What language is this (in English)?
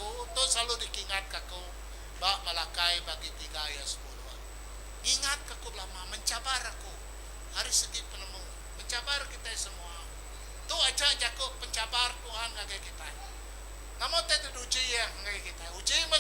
Iban